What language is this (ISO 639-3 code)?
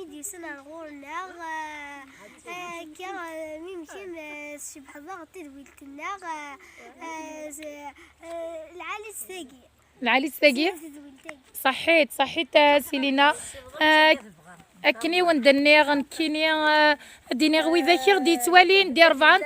kab